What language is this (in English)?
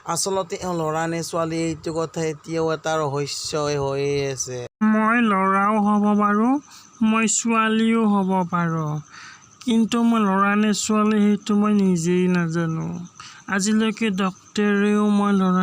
Assamese